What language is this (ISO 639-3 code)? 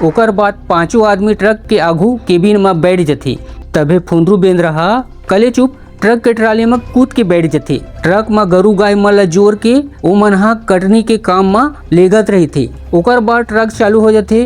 hne